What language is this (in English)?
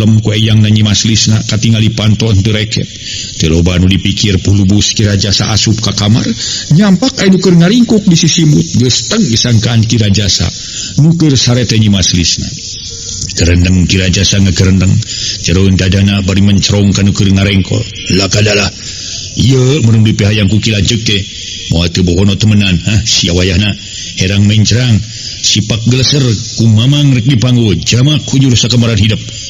Sundanese